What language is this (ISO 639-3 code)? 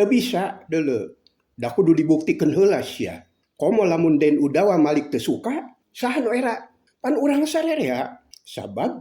sun